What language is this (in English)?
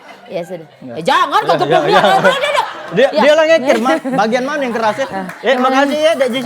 Musi